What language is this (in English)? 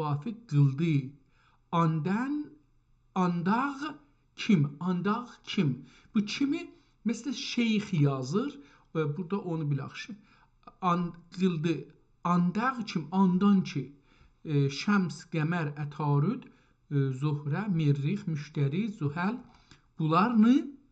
South Azerbaijani